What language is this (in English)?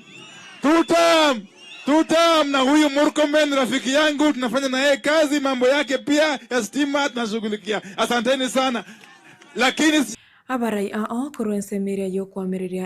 Gusii